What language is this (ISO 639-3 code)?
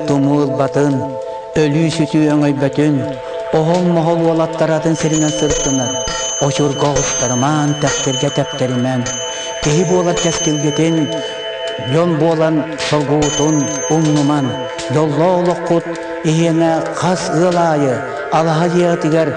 sah